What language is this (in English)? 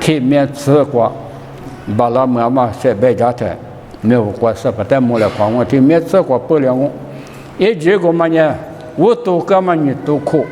Lisu